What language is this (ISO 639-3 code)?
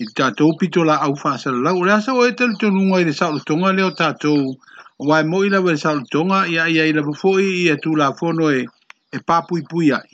smo